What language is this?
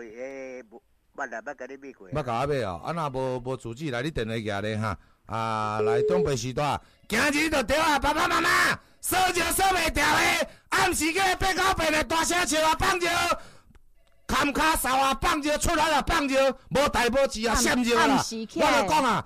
Min Nan Chinese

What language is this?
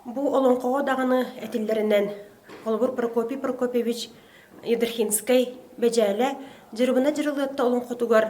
Yakut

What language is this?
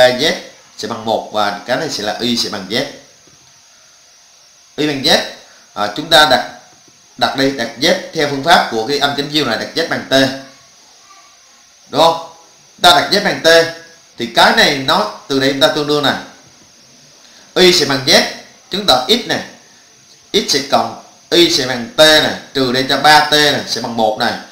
Vietnamese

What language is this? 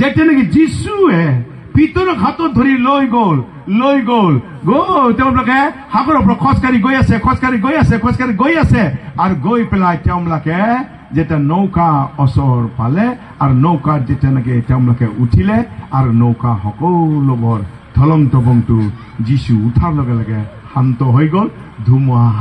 Assamese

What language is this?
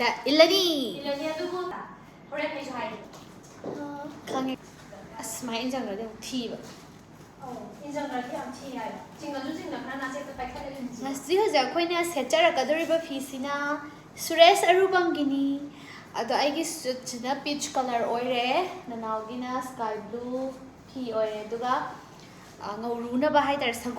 Manipuri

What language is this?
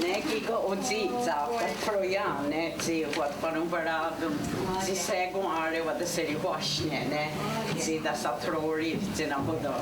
Mohawk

